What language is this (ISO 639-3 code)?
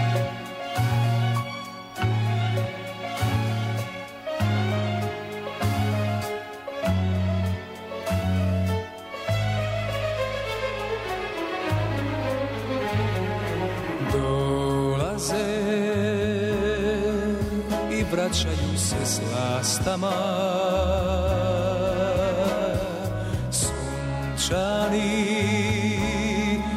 srp